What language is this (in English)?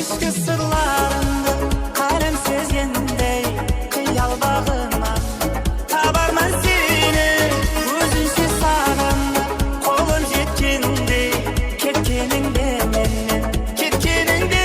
Kara-Kalpak